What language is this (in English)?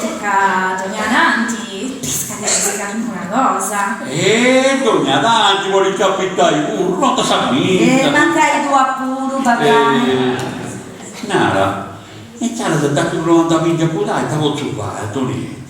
Sardinian